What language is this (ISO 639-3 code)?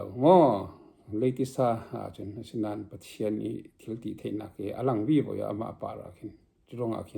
cfm